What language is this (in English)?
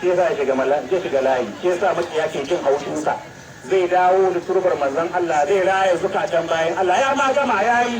Hausa